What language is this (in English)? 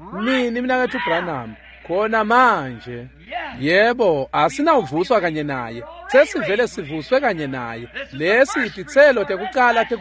Swati